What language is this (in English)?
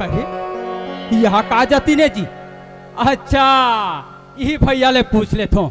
Chhattisgarhi